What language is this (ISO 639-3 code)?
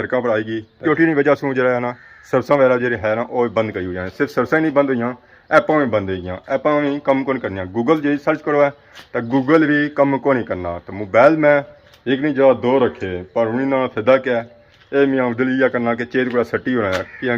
phr